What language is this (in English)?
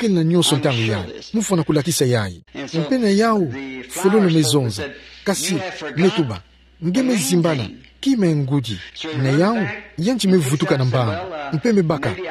Kituba (Democratic Republic of Congo)